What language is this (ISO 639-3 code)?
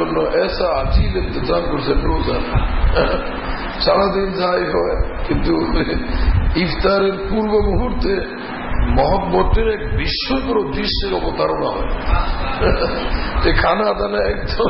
ben